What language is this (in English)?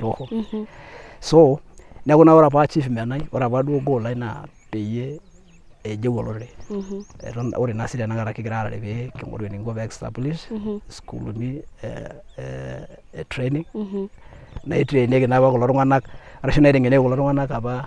Masai